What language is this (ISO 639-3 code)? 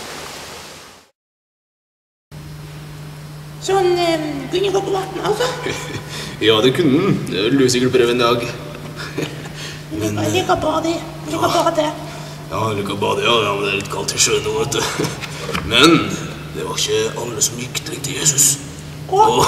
nor